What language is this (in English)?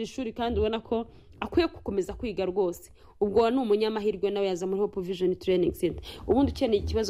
Kinyarwanda